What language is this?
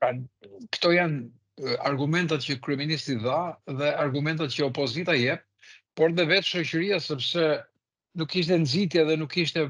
Albanian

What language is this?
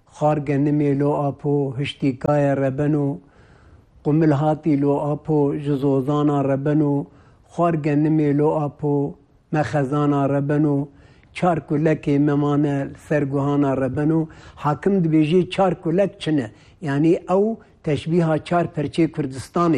Kurdish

